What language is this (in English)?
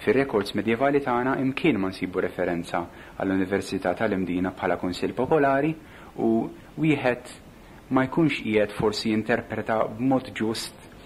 Maltese